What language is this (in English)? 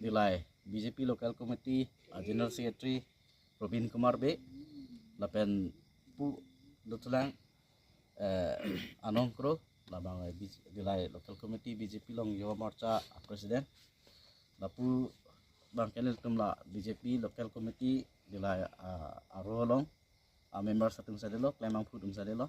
Karbi